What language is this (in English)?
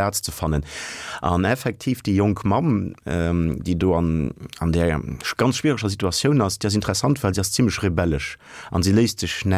Luxembourgish